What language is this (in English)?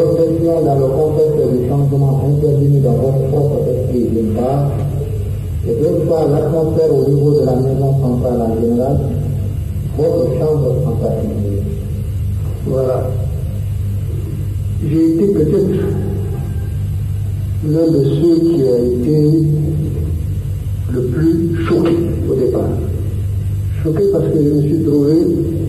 French